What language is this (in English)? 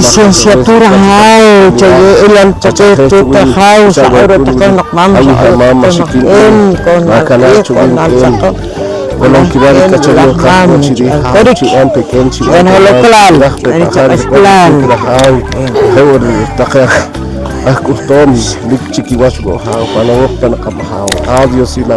Poqomchi'